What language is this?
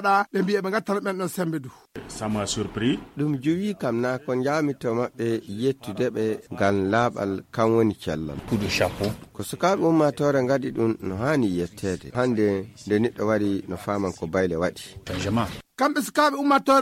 Fula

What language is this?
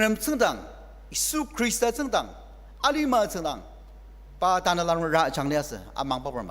Ao Naga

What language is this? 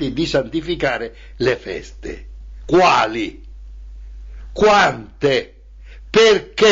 Italian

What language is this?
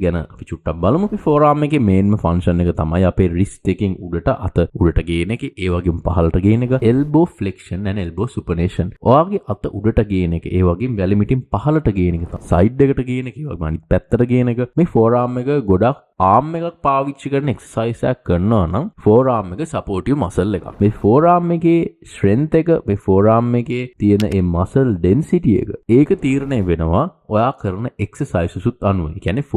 Sinhala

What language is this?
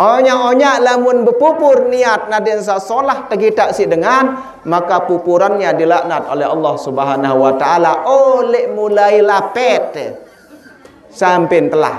Sasak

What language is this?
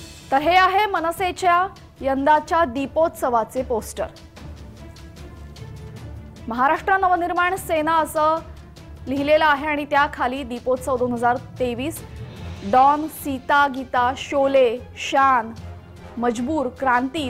Marathi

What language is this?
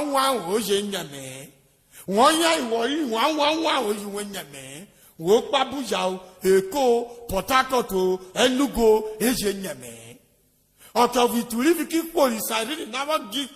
Urhobo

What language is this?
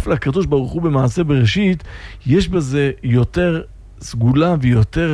Hebrew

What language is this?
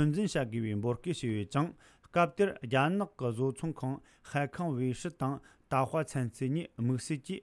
Tibetan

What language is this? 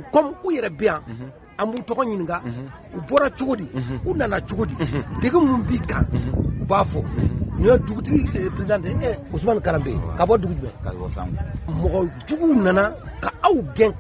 Bambara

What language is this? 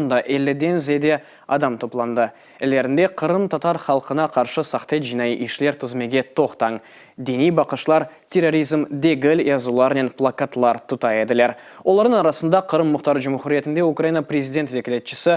Crimean Tatar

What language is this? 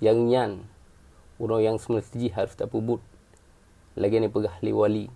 Achinese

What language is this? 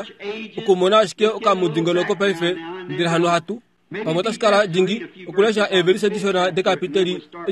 Kuanyama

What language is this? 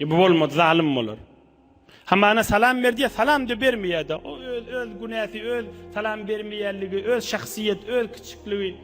Turkmen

